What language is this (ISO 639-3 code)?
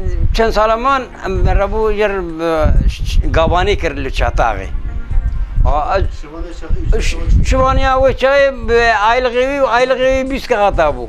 kur